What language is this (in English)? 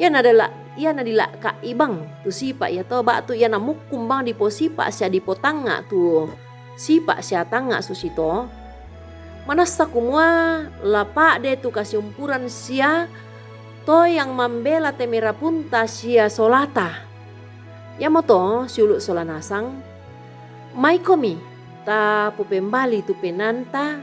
Toraja-Sa'dan